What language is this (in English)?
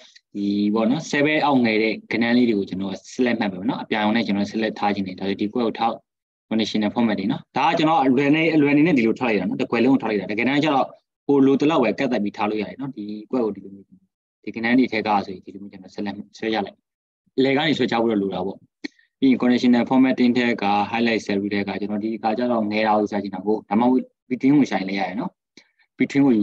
Burmese